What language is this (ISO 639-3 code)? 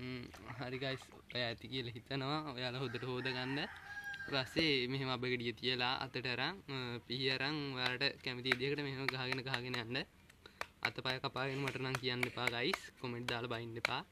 sin